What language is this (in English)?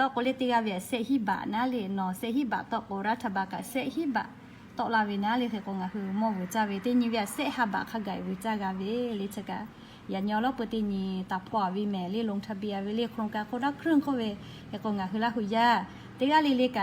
Lahu